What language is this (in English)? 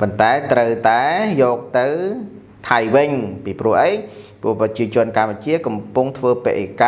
Khmer